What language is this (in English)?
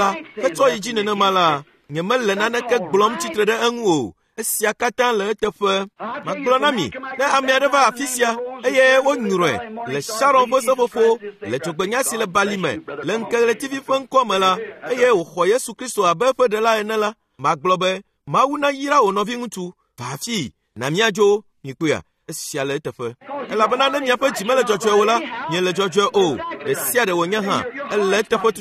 Ewe